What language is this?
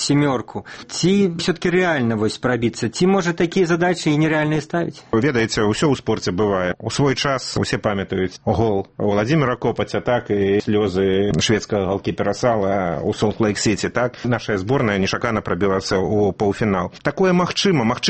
Belarusian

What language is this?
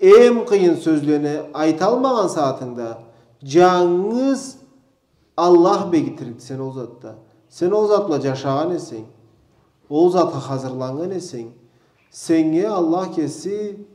Karachay-Balkar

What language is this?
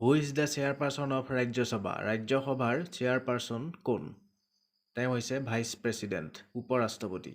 Assamese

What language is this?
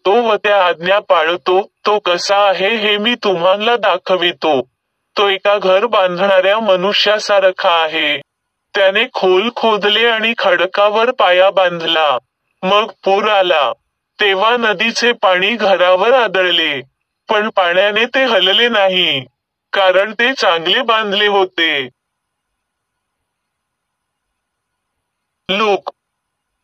Marathi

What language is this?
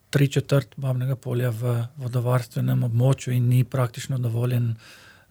Slovenian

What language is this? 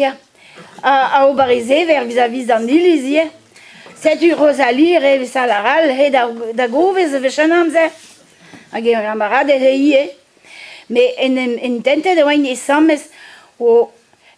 Breton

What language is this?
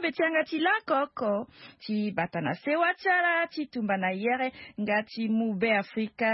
Sango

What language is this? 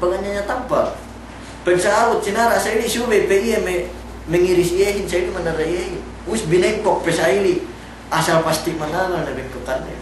Yakan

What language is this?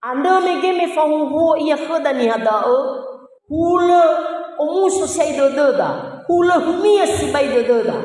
Nias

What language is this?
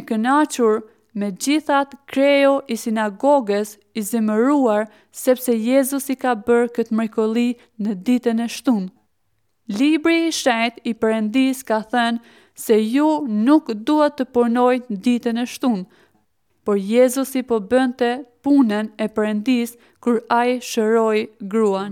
Albanian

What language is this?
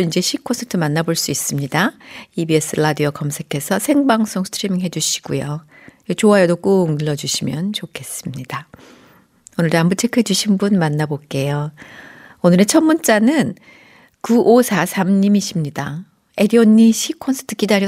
Korean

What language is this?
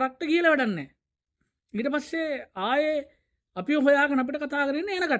Sinhala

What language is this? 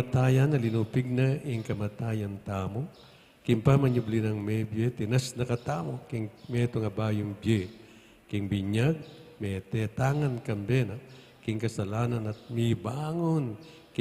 Pampanga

